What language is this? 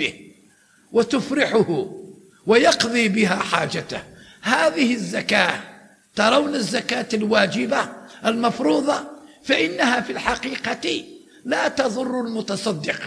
Arabic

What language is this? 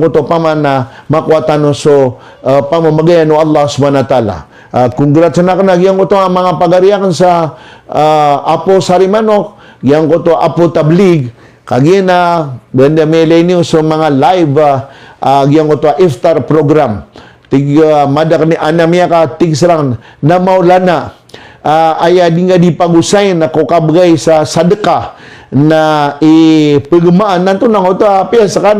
Maranao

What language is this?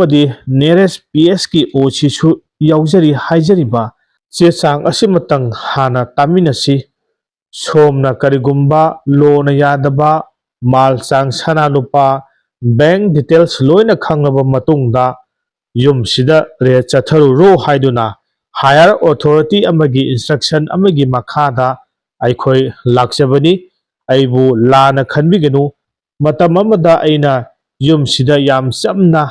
Manipuri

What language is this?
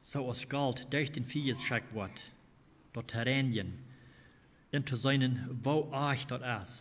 Plautdietsch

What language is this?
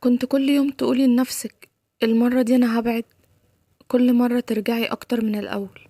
Egyptian Arabic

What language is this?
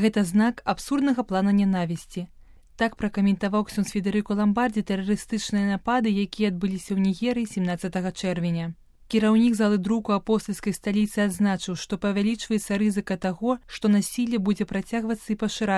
Belarusian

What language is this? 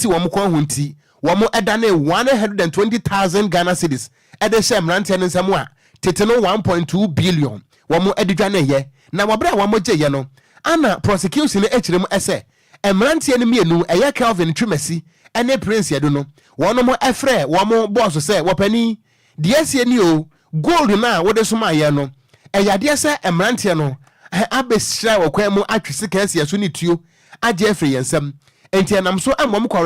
Akan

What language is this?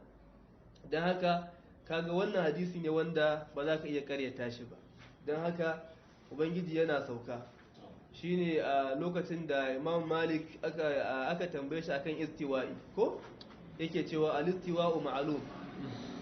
Hausa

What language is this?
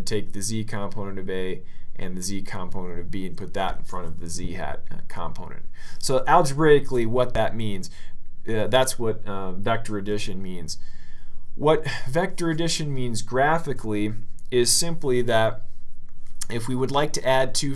English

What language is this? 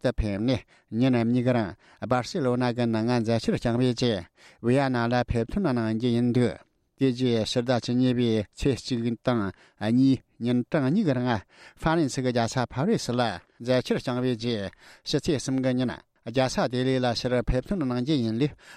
Tibetan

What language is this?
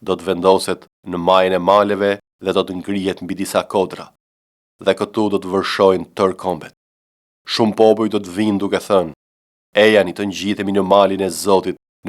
Albanian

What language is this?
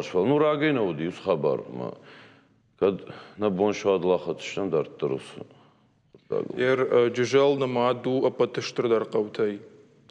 Ossetic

